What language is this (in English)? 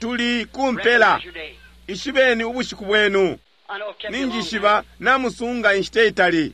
Bemba